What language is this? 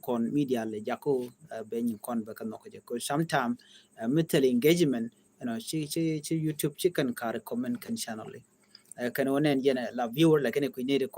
Nuer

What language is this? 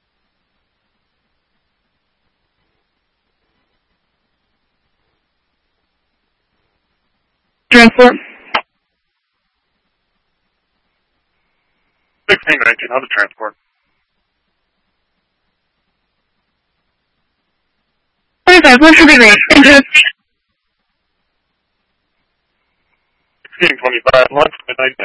English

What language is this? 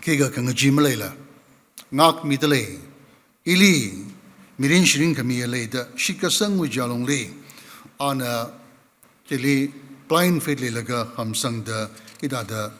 Tangkhul Naga (India)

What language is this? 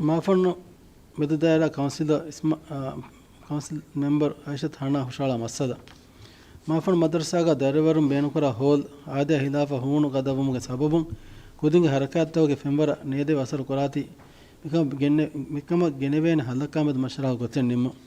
Divehi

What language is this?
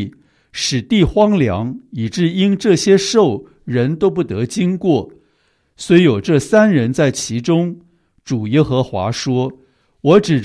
Chinese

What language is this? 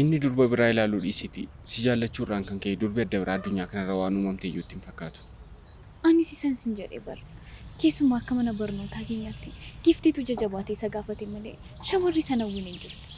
Oromo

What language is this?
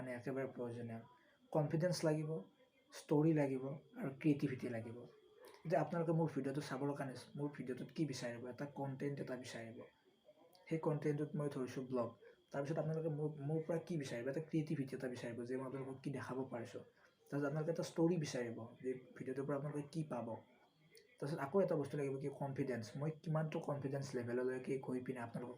Assamese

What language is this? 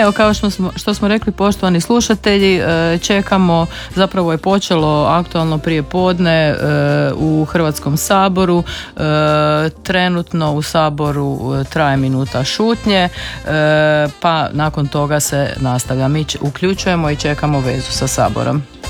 Croatian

